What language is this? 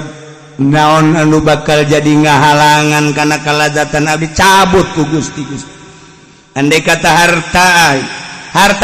Sundanese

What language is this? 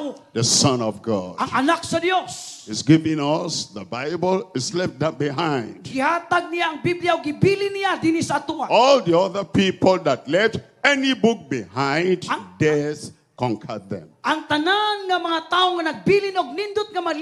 Cebuano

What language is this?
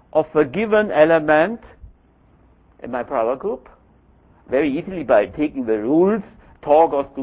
English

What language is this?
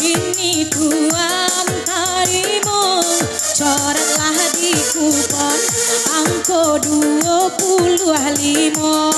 Minangkabau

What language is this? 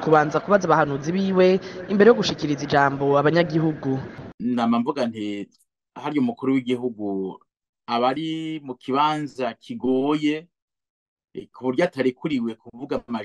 Rundi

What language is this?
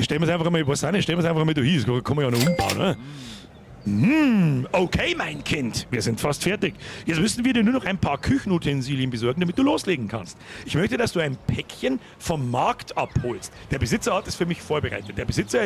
Bavarian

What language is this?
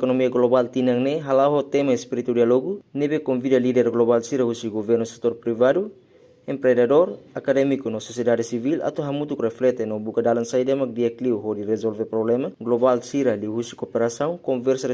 Tetum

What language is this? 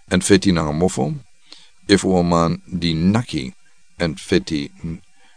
Sranan Tongo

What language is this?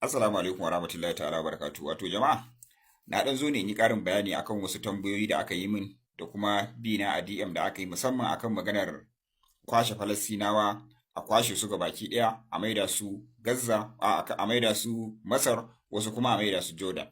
Hausa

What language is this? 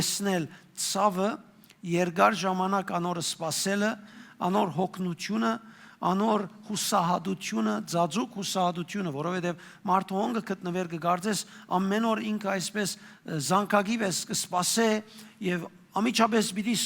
Western Armenian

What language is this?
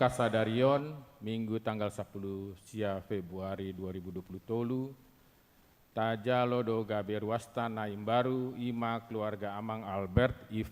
Batak Toba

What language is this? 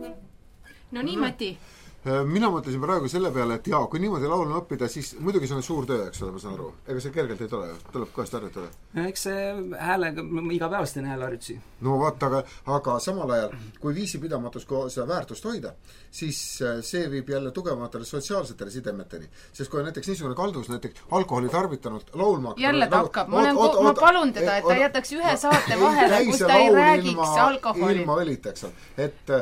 Estonian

